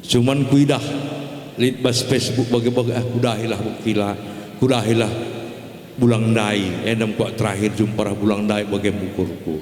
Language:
Batak Karo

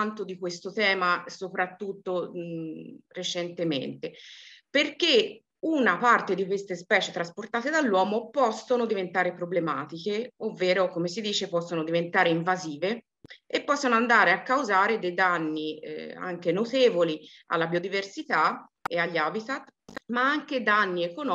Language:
Italian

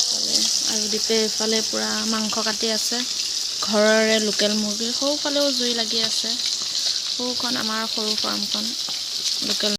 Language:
Assamese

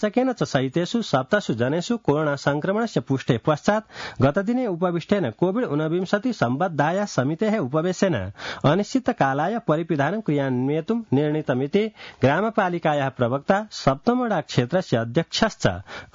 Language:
Sanskrit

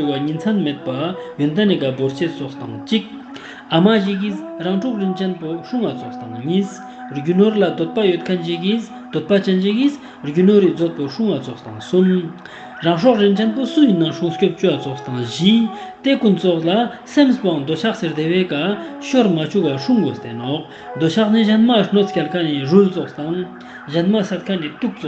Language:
Ladakhi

